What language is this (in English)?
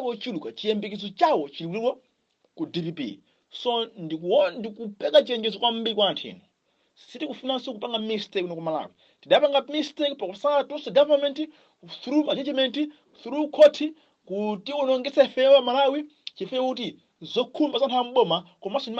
Nyanja